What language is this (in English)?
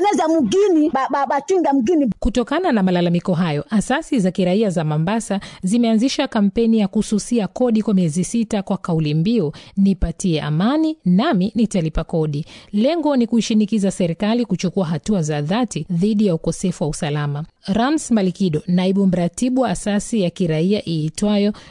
Swahili